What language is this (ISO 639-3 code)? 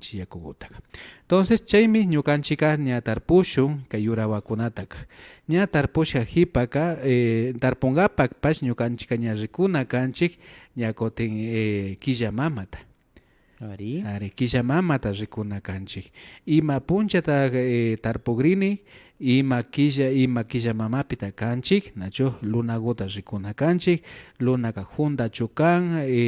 qvi